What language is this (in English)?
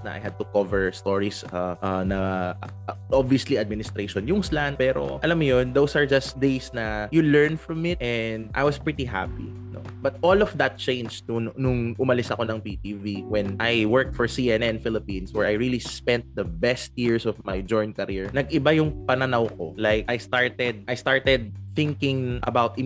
Filipino